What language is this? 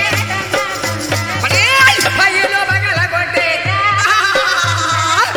Telugu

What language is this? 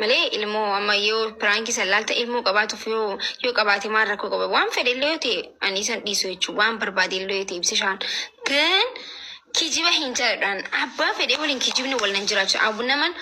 Oromo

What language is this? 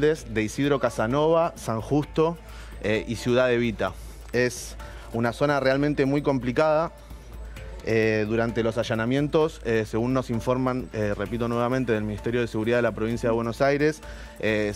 Spanish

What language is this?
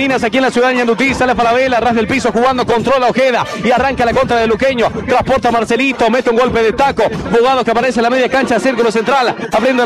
Spanish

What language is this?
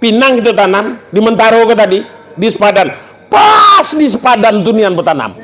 Minangkabau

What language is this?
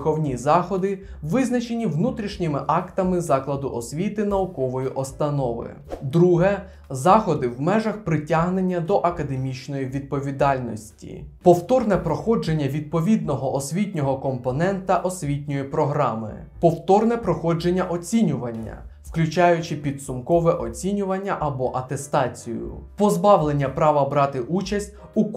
Ukrainian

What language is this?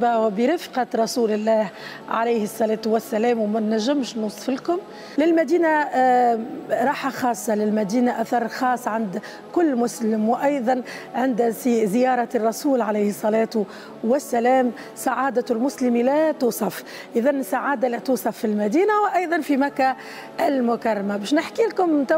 Tunisian Arabic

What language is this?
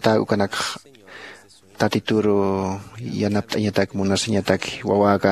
Aymara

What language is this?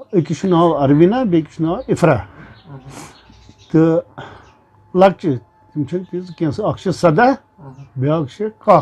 Kashmiri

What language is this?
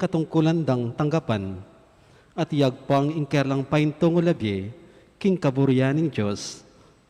Pampanga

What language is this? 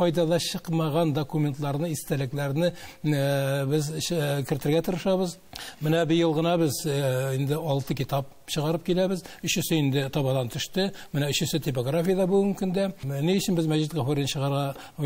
Tatar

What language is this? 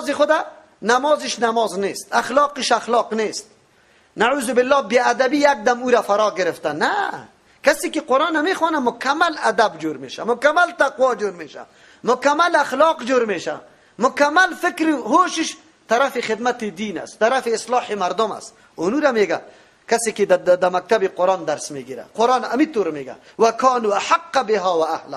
Persian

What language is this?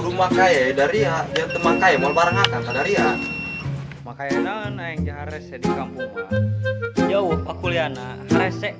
Sundanese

